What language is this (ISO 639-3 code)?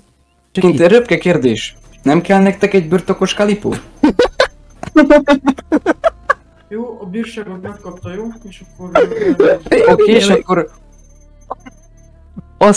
hun